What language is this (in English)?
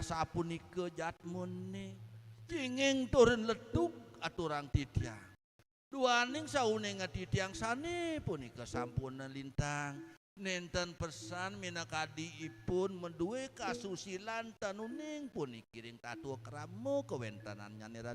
Balinese